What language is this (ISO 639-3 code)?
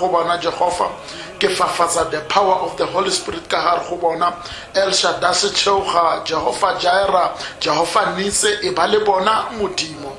tsn